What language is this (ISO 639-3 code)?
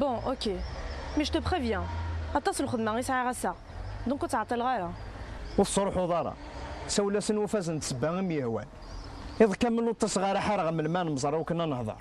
kab